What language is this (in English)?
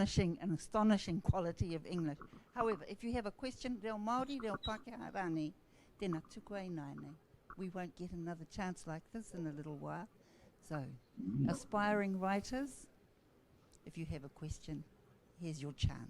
Māori